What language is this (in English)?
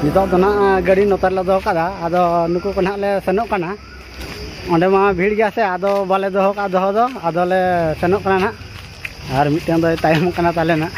Santali